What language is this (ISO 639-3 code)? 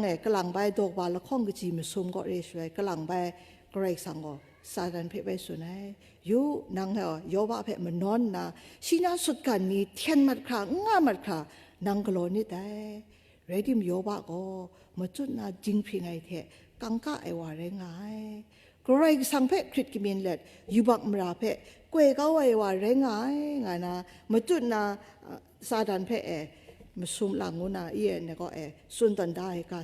kac